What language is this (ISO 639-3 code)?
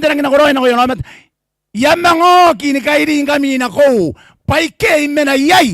gil